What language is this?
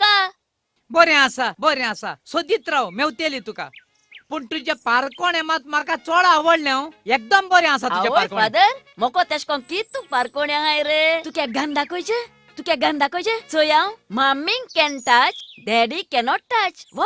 Konkani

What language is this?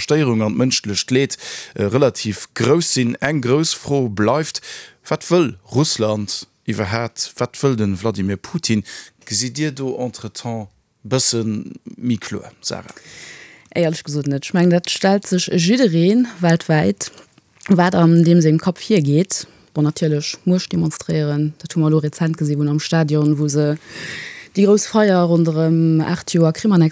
Luxembourgish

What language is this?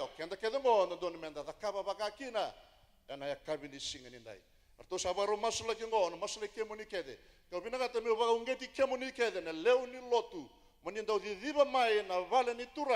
Fijian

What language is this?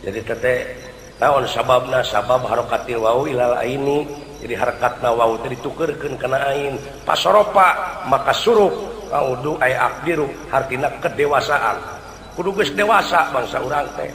Sundanese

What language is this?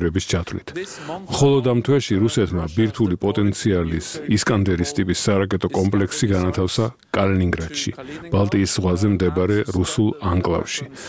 Georgian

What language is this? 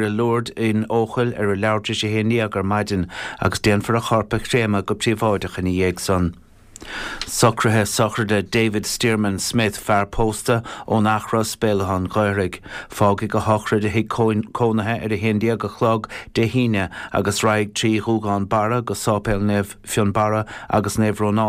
Irish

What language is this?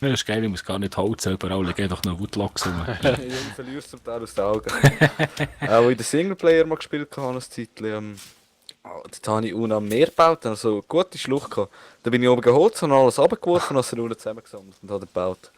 Swiss German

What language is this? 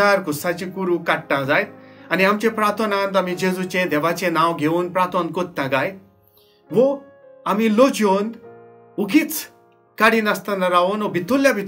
Konkani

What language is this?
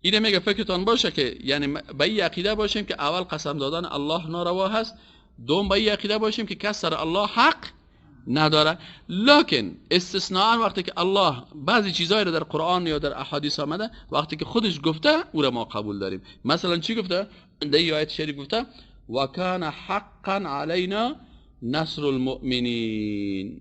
Persian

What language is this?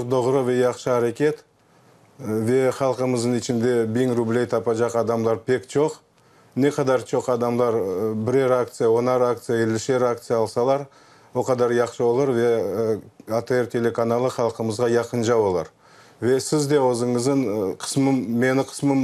Crimean Tatar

